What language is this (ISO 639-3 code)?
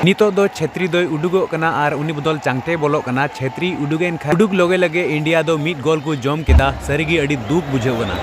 sat